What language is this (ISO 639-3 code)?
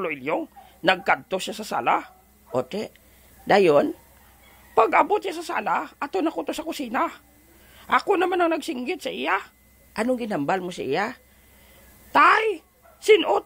hil